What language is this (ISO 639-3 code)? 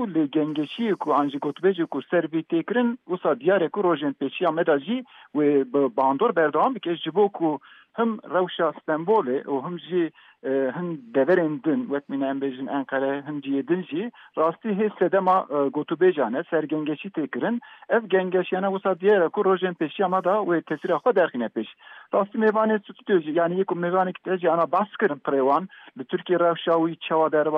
kur